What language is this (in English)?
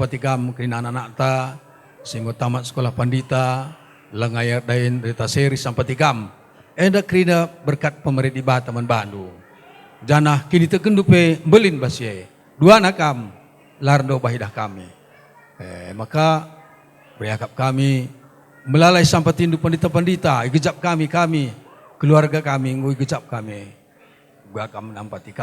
Batak Karo